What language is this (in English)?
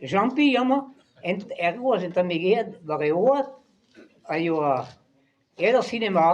Breton